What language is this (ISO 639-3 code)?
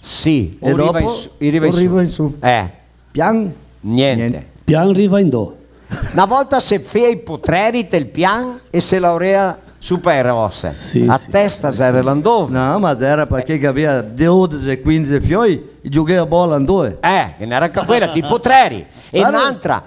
vec